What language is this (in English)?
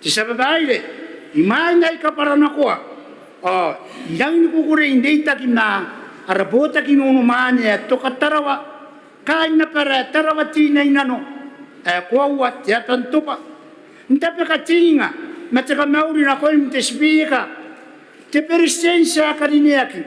Gilbertese